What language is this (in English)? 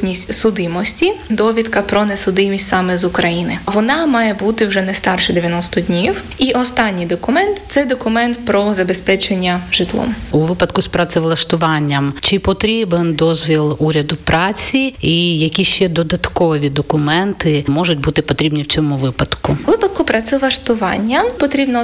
Ukrainian